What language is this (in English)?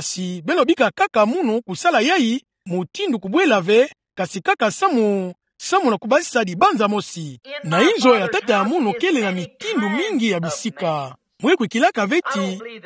Kituba (Democratic Republic of Congo)